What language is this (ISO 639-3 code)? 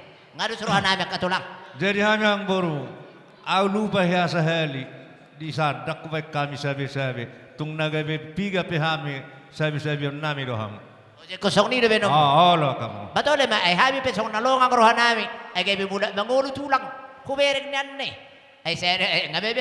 bbc